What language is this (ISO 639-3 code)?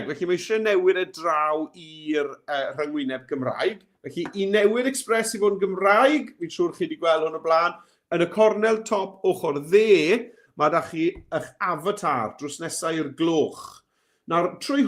cym